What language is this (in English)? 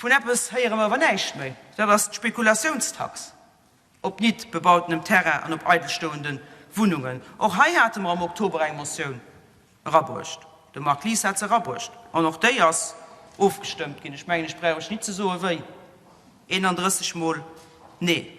Luxembourgish